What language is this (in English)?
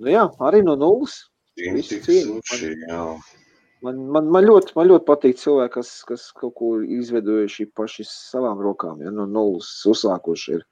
Latvian